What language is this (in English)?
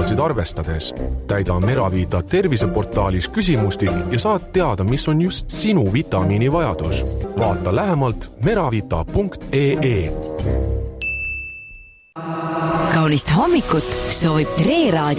Estonian